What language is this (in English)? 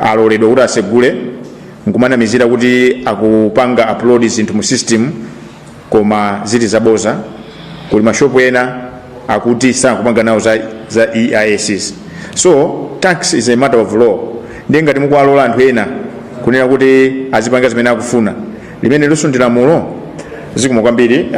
Nyanja